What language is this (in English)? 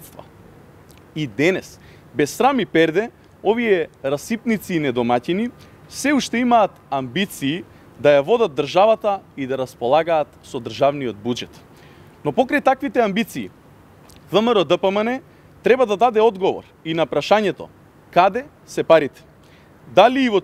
Macedonian